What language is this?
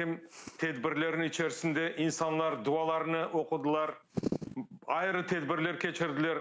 Crimean Tatar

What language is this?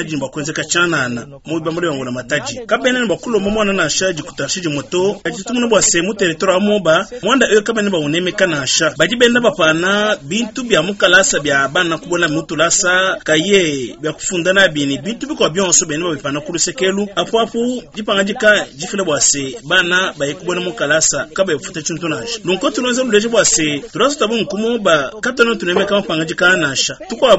Luba-Lulua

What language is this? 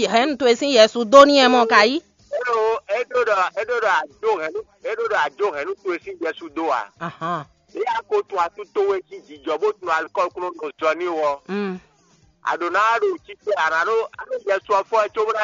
Fon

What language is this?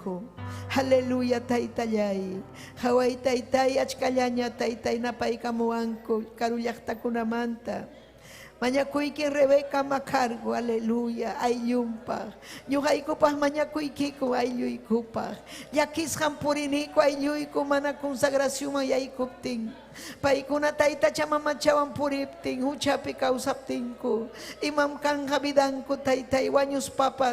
Ayacucho Quechua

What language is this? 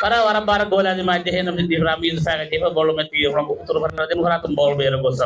Divehi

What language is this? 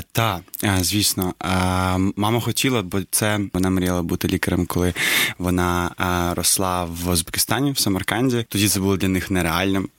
Ukrainian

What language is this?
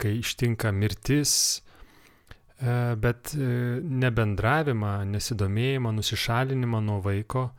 Lithuanian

